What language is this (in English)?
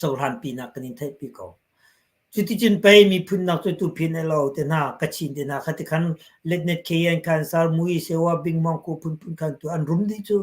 Hakha Chin